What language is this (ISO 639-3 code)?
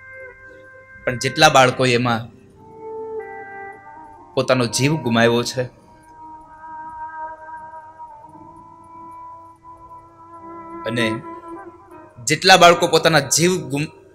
guj